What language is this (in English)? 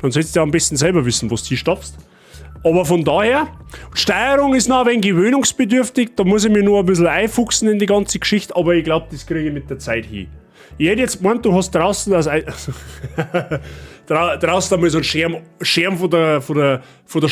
Bavarian